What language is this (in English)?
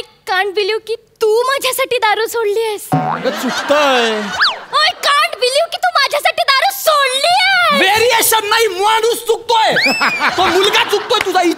Marathi